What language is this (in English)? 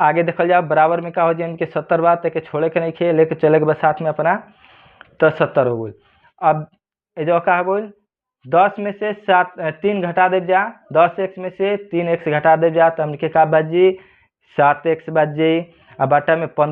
Bhojpuri